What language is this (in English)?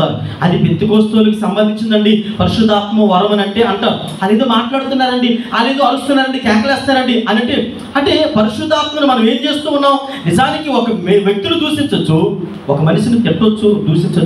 Telugu